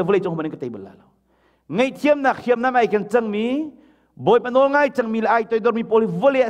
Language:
Hakha Chin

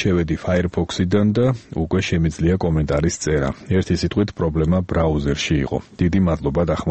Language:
Georgian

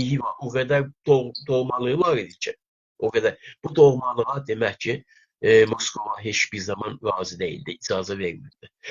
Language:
South Azerbaijani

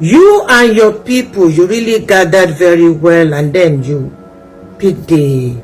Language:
Yoruba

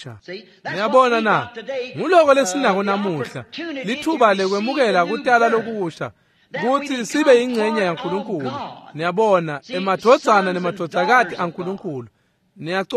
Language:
Swati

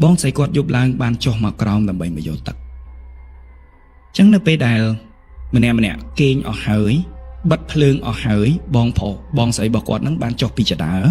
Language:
Khmer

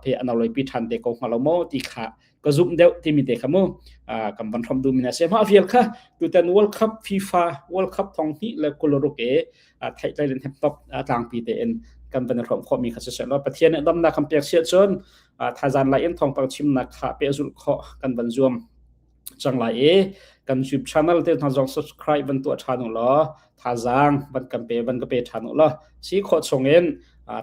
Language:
Hakha Chin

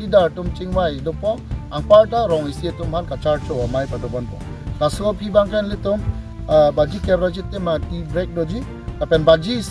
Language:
Karbi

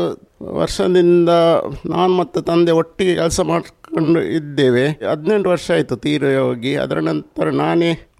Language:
Kannada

